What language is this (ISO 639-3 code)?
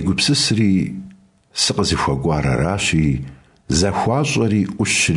kbd